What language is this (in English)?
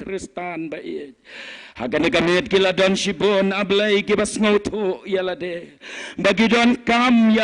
Khasi